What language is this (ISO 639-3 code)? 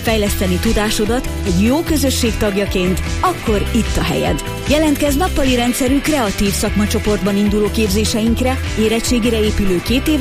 hun